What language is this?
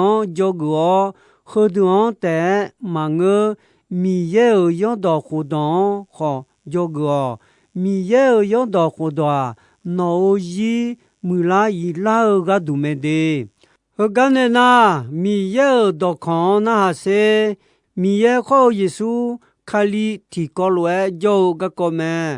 Akha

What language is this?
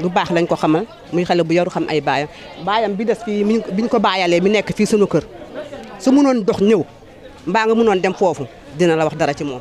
Wolof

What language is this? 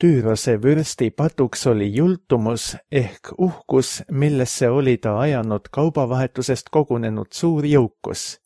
Estonian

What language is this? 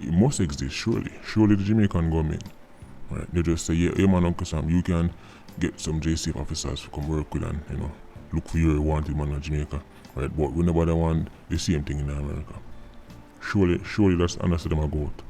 Jamaican Creole English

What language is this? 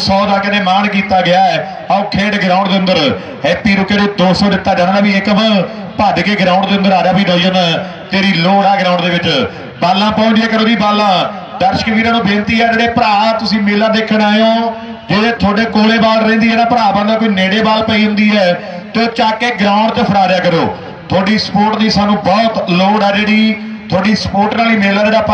Punjabi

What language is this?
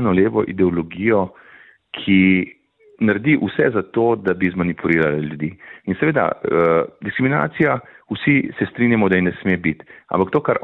Slovenian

